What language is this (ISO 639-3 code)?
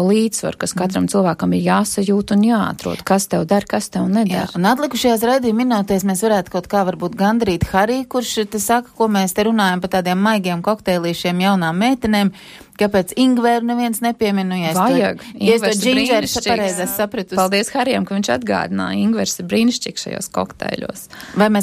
lav